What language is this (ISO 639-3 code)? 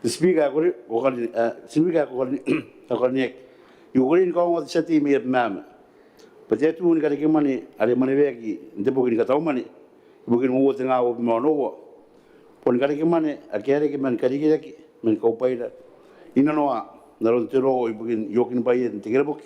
gil